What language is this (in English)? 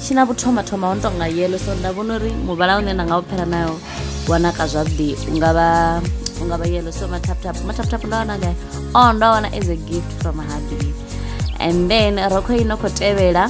Venda